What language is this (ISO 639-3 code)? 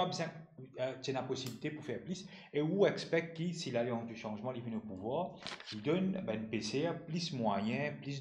mfe